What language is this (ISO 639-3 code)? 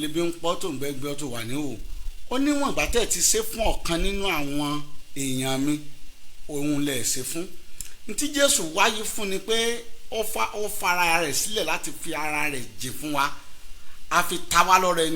yor